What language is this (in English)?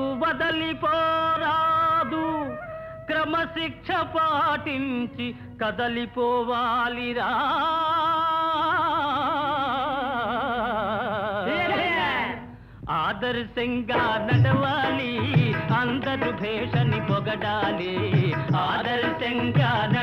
Telugu